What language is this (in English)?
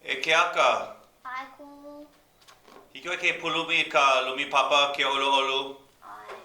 Hawaiian